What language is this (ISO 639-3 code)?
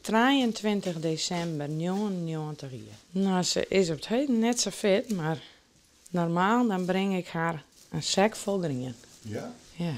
fry